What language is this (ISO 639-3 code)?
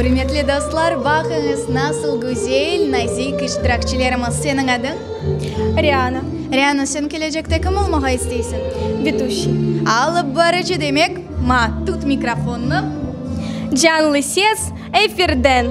crh